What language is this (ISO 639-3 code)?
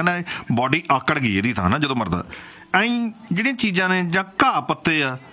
pan